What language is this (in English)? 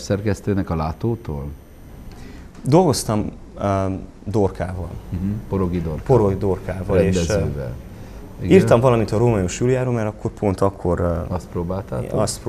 Hungarian